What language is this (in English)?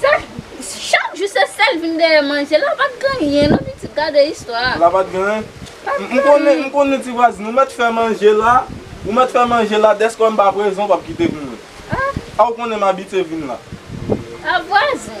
Haitian Creole